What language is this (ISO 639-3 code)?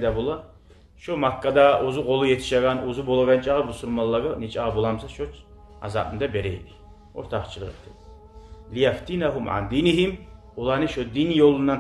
kum